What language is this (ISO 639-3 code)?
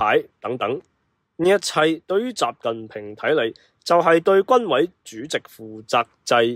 yue